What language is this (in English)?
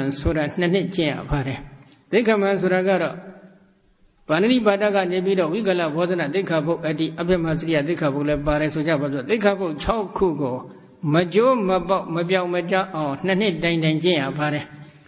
Burmese